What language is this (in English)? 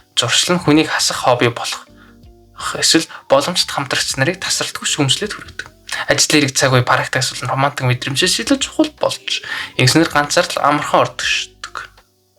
Mongolian